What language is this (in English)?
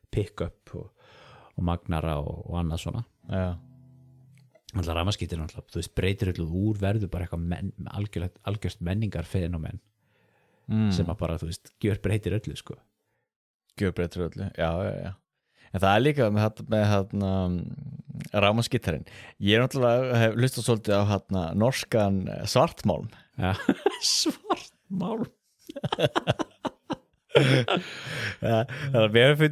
Icelandic